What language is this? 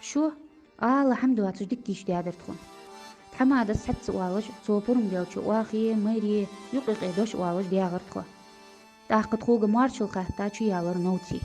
Ingush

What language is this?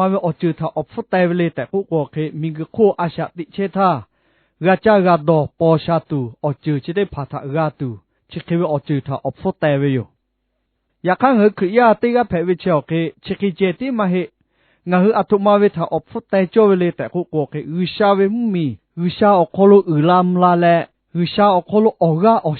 Lahu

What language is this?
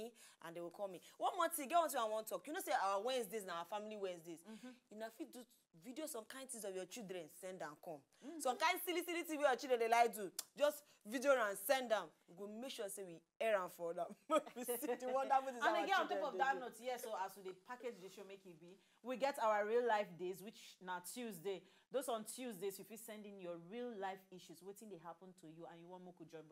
Nigerian Pidgin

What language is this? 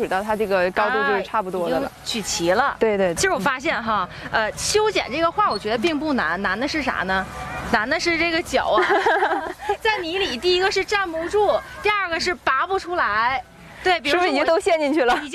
Chinese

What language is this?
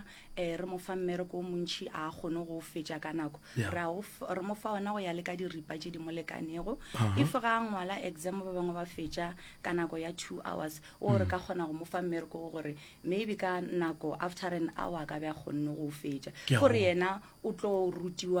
Northern Sotho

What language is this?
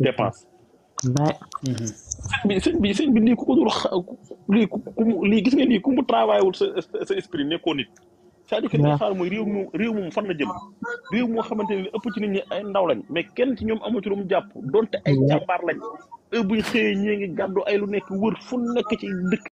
Wolof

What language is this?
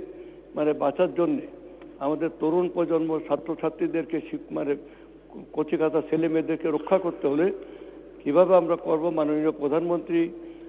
Bangla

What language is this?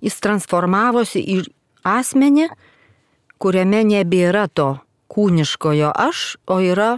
Lithuanian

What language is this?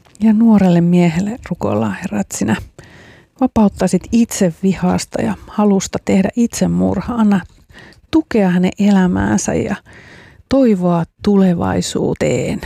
Finnish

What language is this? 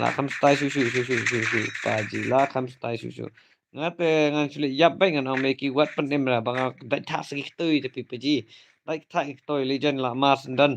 Khasi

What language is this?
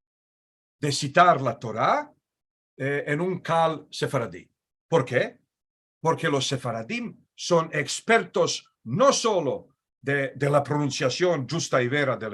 Ladino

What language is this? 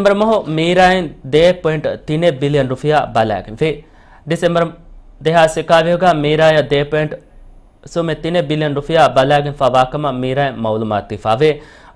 Divehi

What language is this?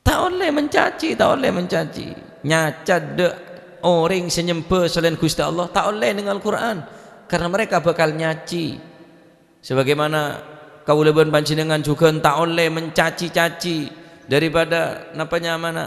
Madurese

